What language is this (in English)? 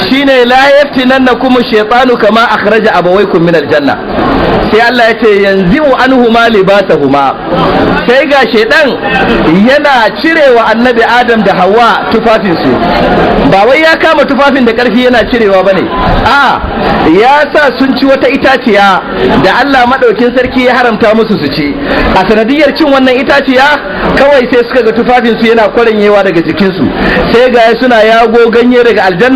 Hausa